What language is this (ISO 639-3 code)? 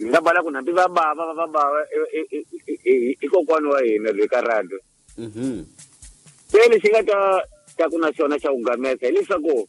tso